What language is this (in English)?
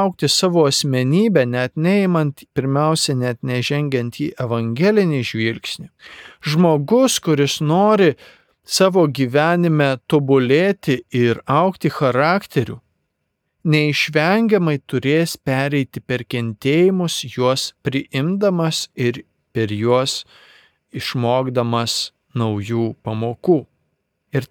Lithuanian